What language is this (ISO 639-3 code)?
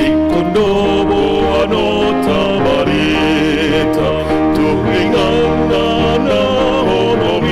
bbc